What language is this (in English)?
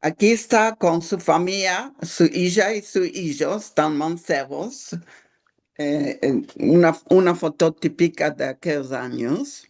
Ladino